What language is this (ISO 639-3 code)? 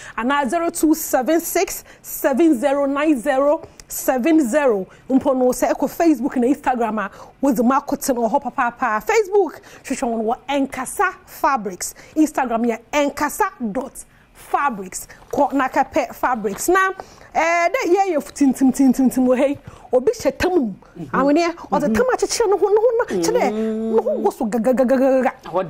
aka